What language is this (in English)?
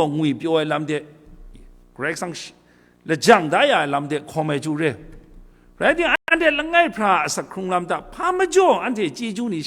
Kachin